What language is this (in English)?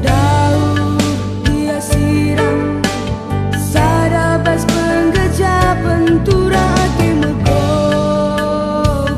Batak Karo